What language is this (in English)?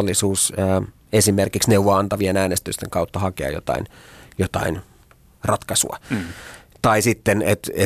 Finnish